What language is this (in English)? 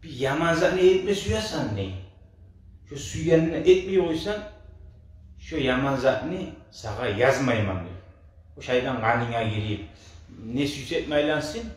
Kumyk